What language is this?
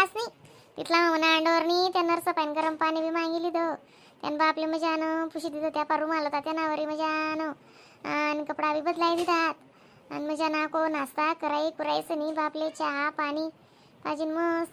Khandesi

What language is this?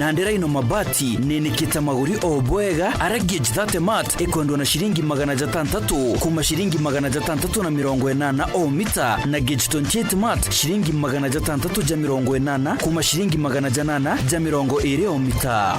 Meru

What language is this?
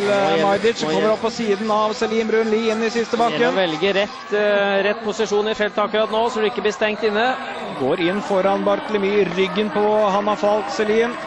Norwegian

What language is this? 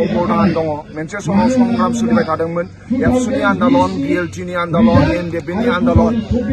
Bodo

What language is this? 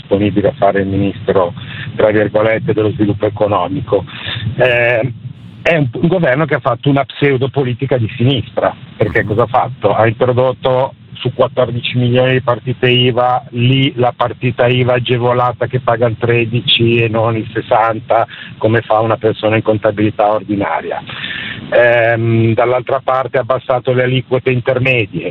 Italian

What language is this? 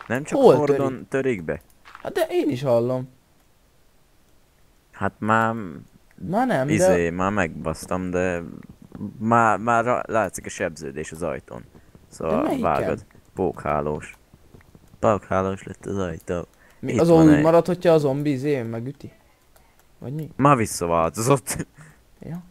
Hungarian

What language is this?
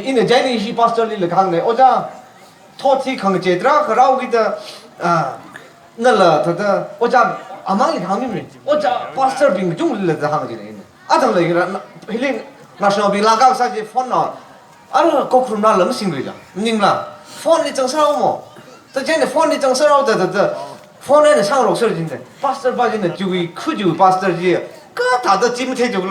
Tangkhul Naga (India)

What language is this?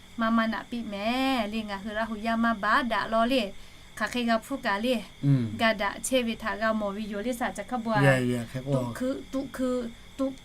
Lahu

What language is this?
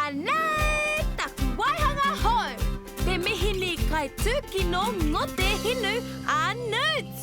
Māori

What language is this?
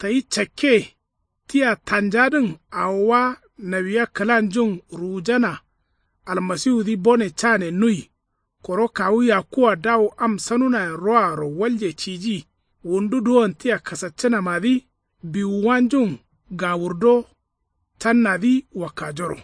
Kanuri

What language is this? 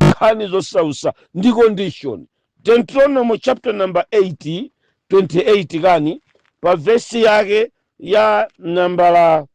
Nyanja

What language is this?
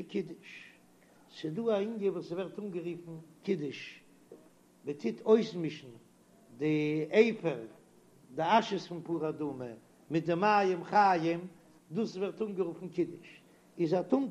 Yiddish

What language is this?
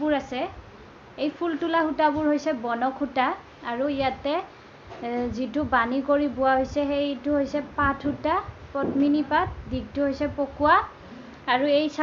Assamese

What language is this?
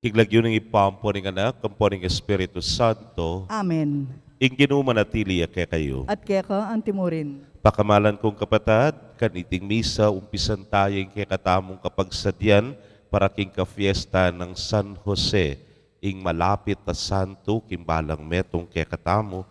Pampanga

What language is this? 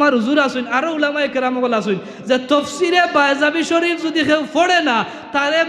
Sylheti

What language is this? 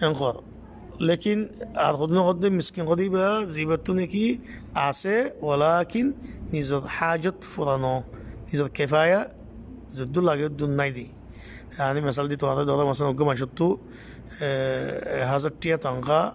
Rohingya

